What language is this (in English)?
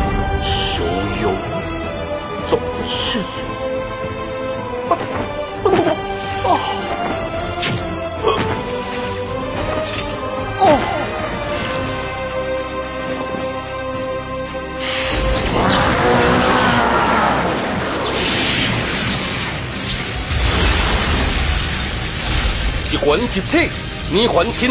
Chinese